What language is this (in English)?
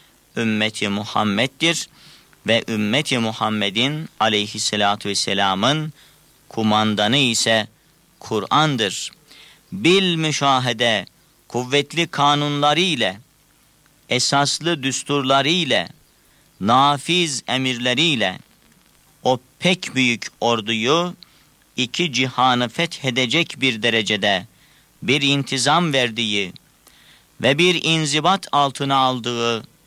Turkish